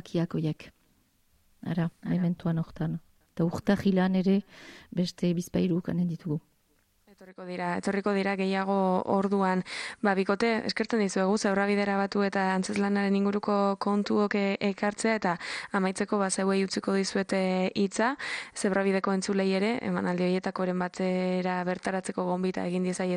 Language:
Basque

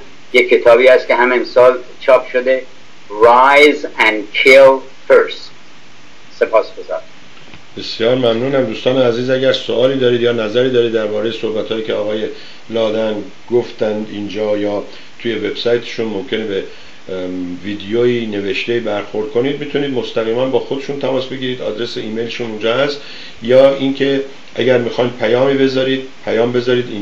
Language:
Persian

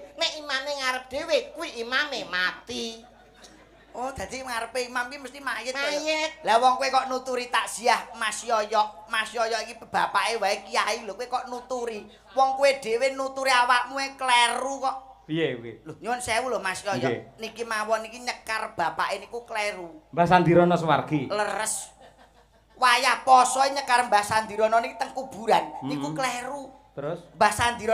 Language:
Javanese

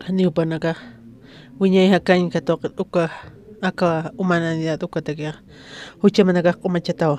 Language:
Aymara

